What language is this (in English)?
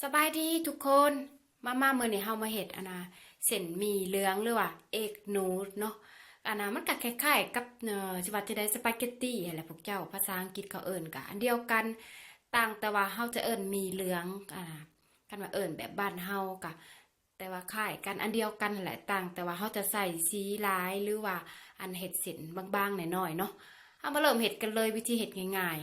Lao